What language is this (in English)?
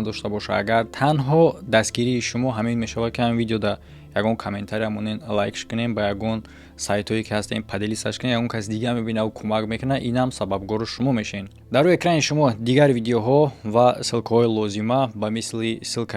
Tajik